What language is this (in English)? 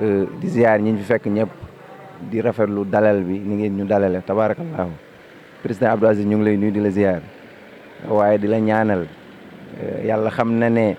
Wolof